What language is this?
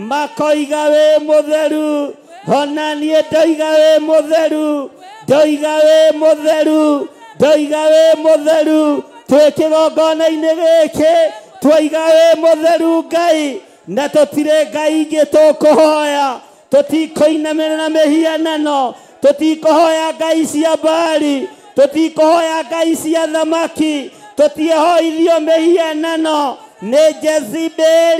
Kikuyu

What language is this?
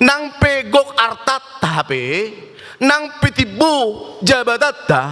Batak Toba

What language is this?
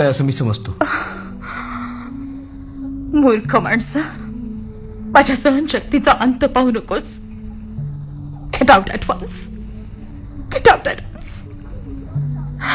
Marathi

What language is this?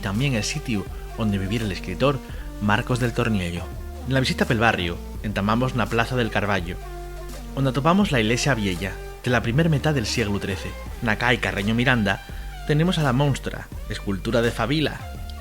Asturian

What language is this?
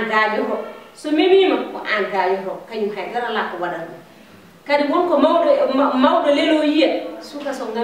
Fula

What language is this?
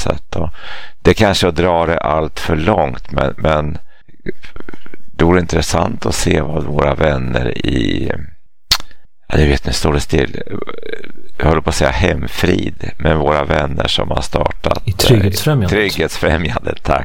Swedish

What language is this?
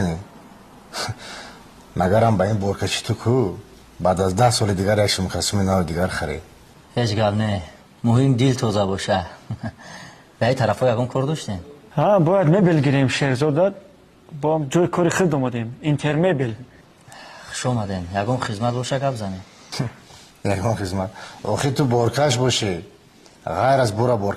Tajik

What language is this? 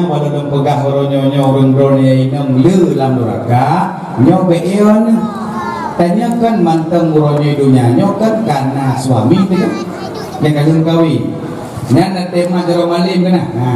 Achinese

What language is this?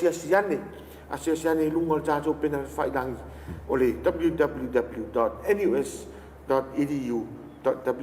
Samoan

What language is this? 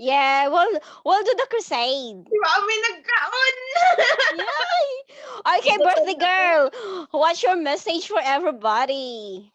Cebuano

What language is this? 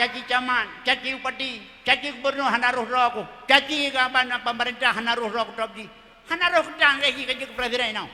Achinese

